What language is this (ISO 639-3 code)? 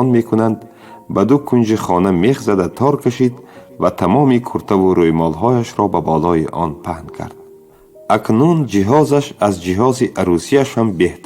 tgk